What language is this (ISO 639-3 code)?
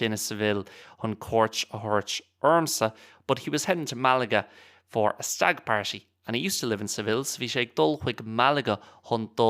gle